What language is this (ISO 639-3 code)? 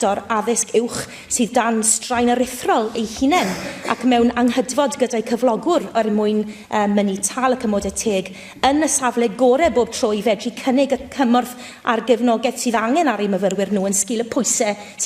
cym